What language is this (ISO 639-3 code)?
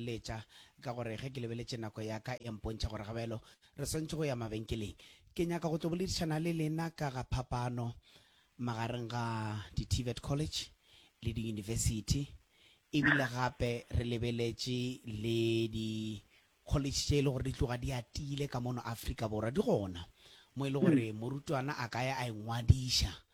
nso